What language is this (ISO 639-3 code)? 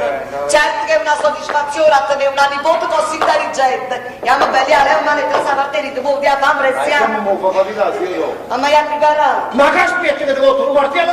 nap